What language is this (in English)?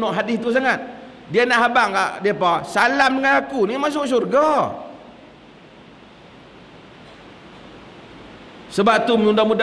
Malay